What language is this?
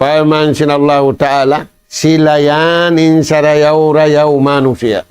Tausug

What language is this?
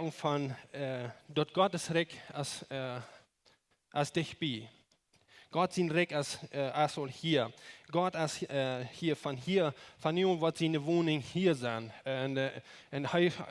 Plautdietsch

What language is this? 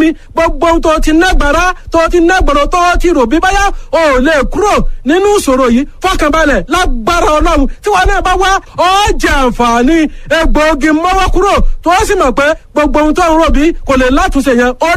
Yoruba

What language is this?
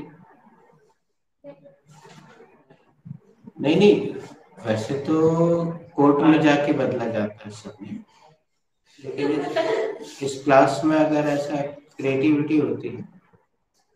Hindi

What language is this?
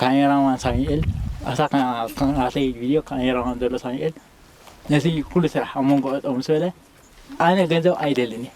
Tigrinya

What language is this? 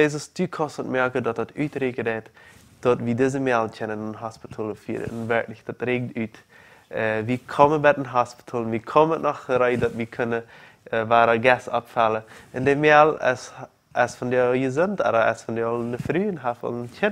Plautdietsch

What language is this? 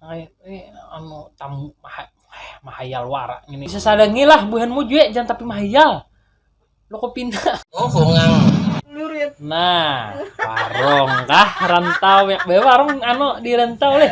Banjar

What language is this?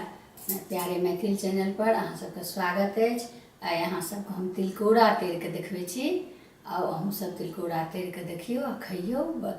Maithili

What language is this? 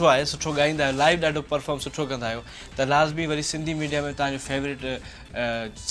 Sindhi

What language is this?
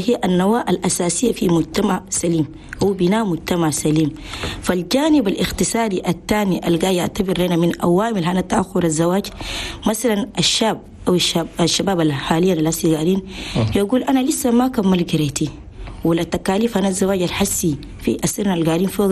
Chadian Arabic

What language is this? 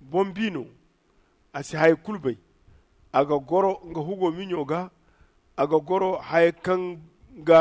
Zarma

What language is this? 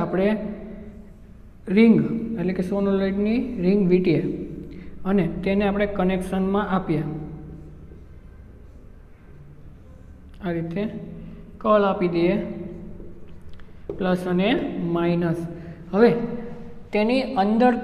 Gujarati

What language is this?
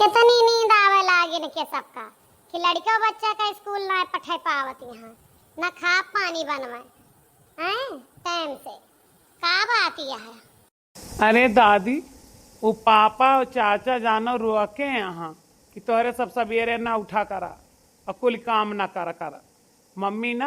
Awadhi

